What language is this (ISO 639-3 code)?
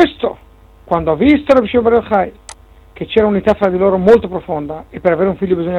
ita